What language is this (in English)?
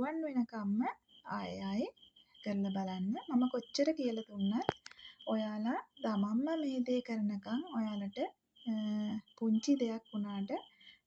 Sinhala